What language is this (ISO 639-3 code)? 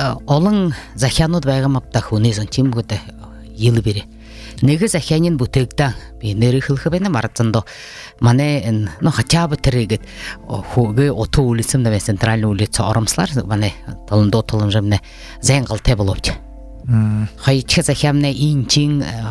bua